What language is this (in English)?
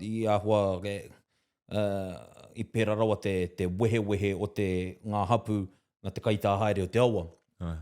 Māori